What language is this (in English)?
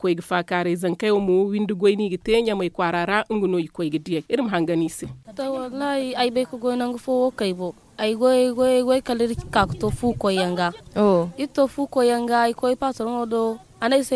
Zarma